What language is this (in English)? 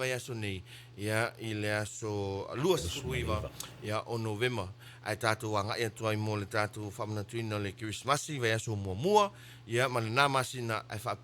Samoan